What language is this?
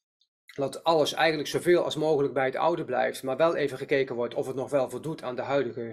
Dutch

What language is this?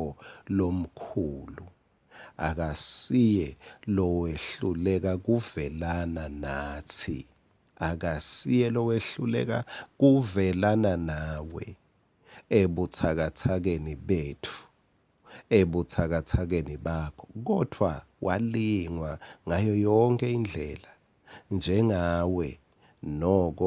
Swati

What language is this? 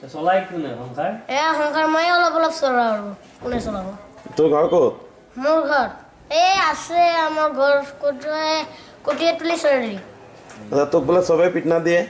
Assamese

